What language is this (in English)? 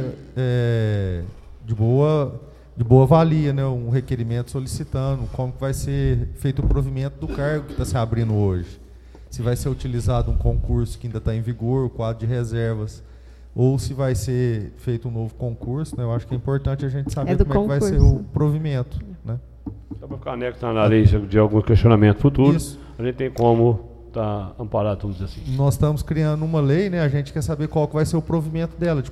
Portuguese